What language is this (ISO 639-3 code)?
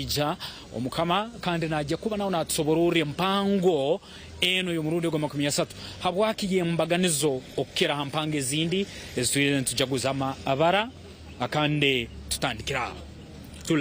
nyn